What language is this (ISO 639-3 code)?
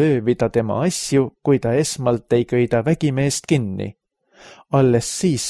est